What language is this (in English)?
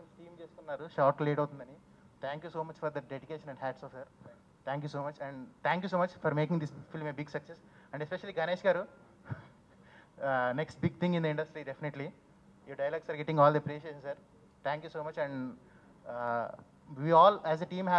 Telugu